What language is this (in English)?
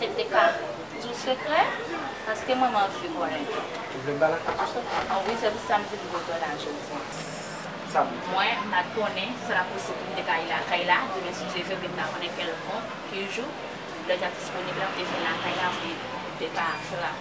Haitian Creole